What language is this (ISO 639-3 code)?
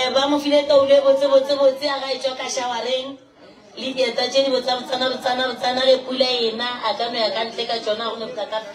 nso